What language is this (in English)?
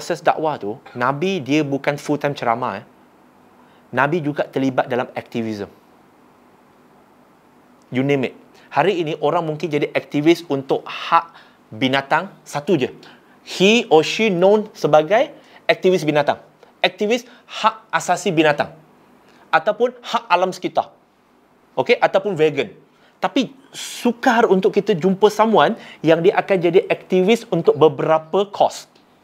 Malay